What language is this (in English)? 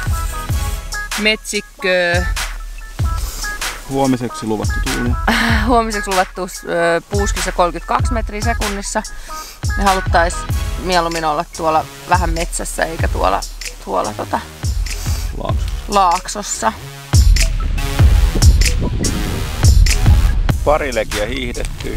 Finnish